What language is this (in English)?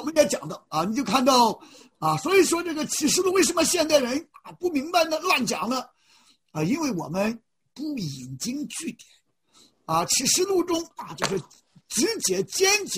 Chinese